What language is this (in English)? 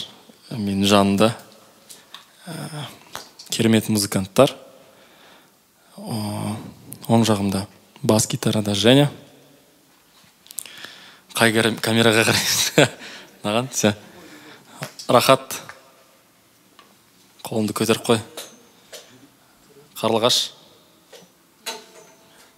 Kazakh